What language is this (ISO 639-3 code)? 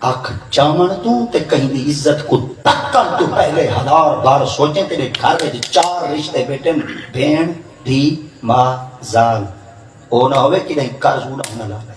skr